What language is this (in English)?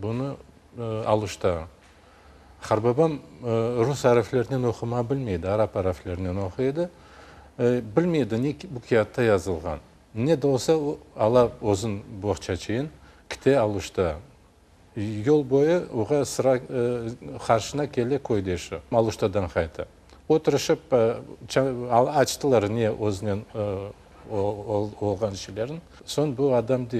Crimean Tatar